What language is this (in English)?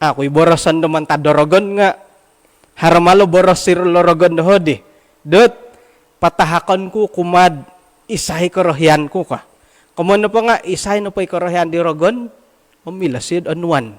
Central Dusun